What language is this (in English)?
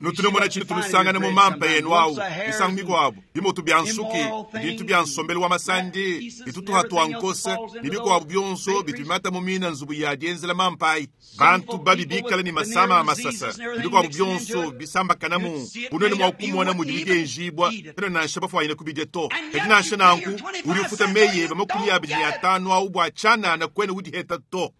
Luba-Lulua